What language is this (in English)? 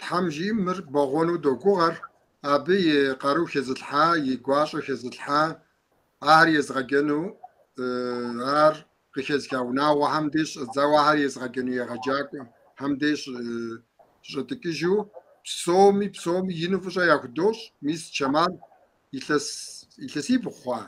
Kabardian